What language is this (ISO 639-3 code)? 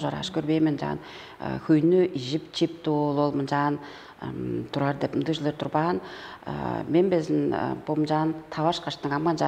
tyv